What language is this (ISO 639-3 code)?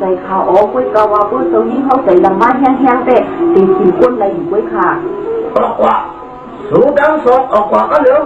shn